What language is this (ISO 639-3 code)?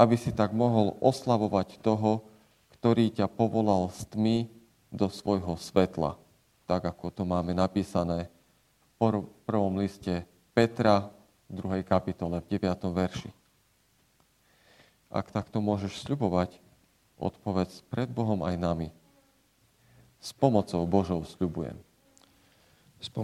slk